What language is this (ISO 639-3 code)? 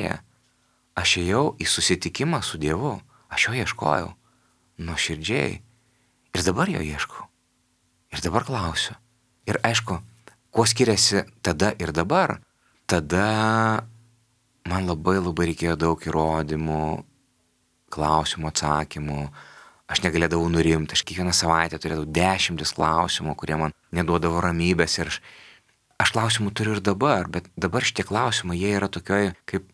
lit